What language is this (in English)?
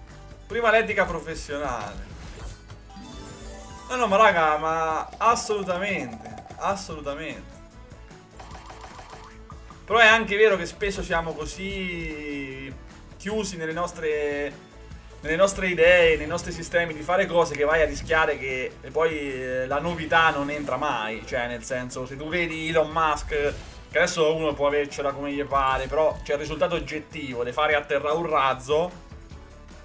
Italian